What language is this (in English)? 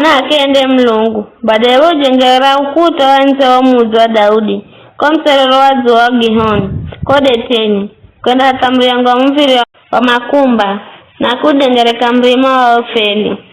Giryama